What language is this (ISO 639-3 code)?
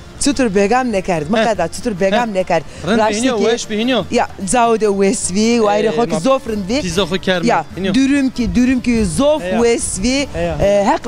zza